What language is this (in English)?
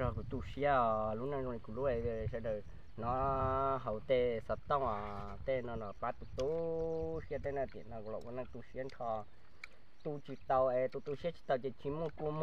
Hmong